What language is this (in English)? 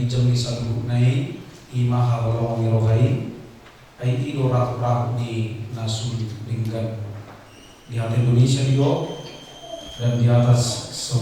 Batak Toba